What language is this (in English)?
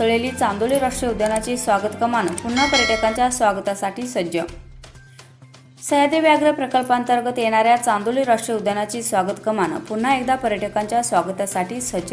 Marathi